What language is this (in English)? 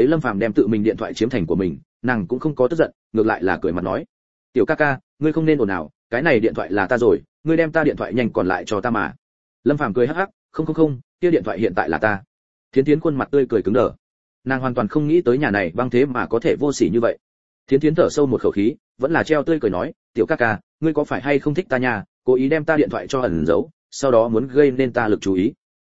Vietnamese